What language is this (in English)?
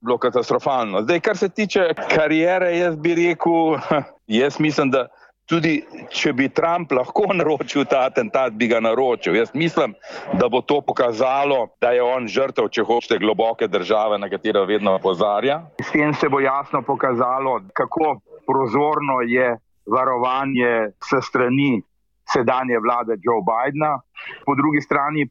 Slovenian